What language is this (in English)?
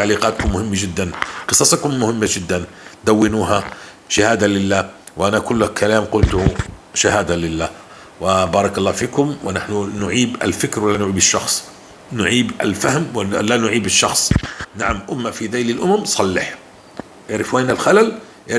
North Levantine Arabic